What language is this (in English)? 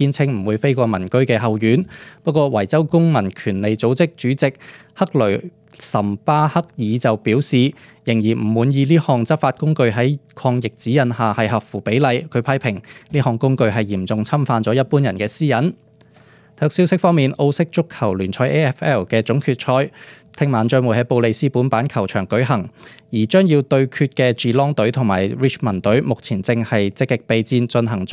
Cantonese